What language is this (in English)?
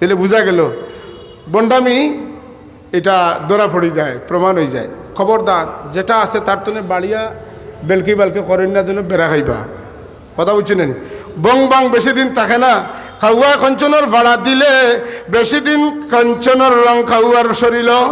Sylheti